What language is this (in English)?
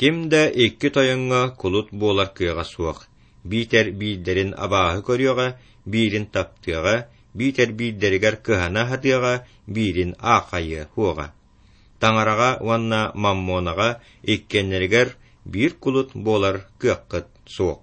Yakut